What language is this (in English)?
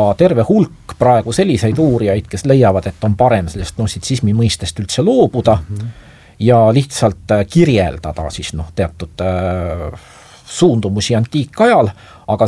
Estonian